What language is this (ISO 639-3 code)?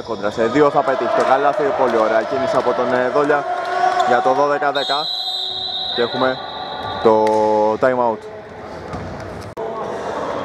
ell